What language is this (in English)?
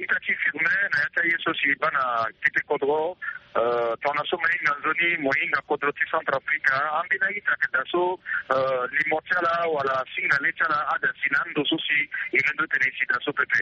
Sango